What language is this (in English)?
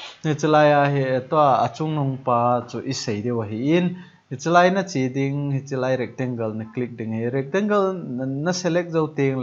Thado Chin